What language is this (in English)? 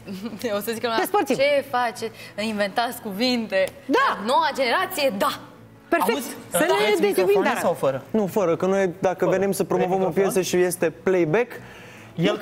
Romanian